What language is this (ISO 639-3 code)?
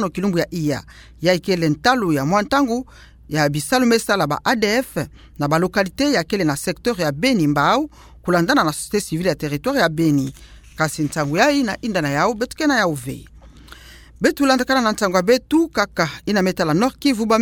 ktu